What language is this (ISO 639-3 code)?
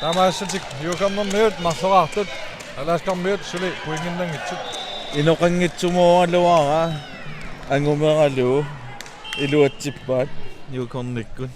kal